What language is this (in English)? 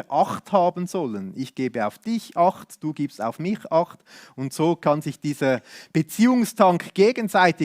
Swiss German